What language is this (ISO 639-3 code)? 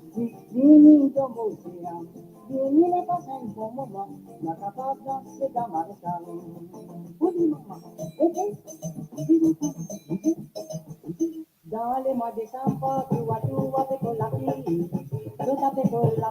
mfe